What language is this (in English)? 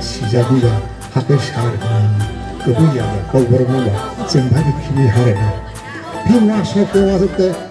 Kok Borok